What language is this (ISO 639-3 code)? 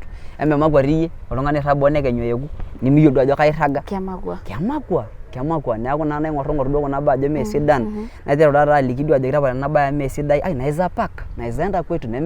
mas